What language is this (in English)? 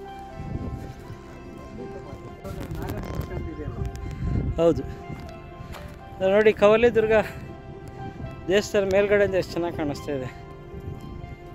Kannada